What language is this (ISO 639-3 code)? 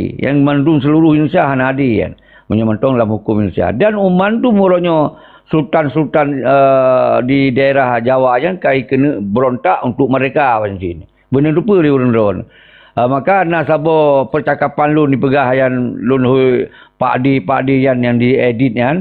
ace